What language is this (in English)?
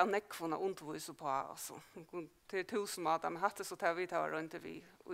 Faroese